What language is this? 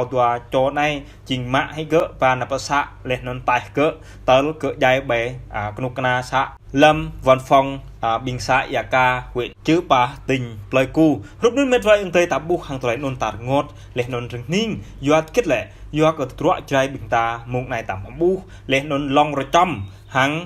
Jarai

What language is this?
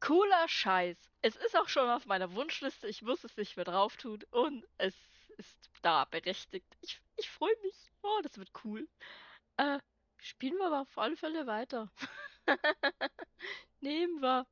Bavarian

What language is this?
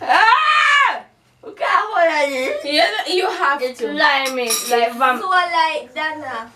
Jamaican Creole English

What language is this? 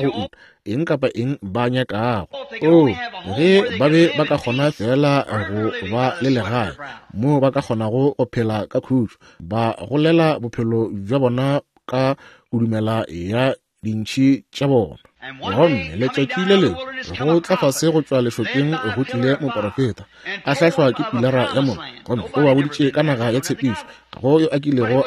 Northern Sotho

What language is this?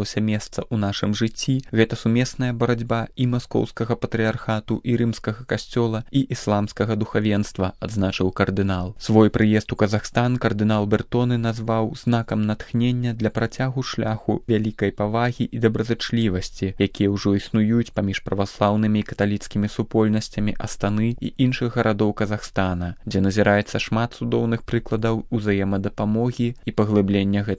Belarusian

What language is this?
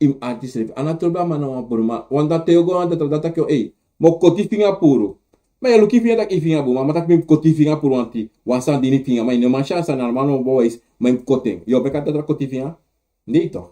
Sranan Tongo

